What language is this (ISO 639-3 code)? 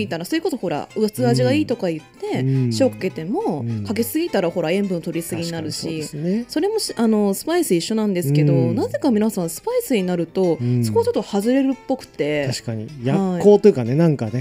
jpn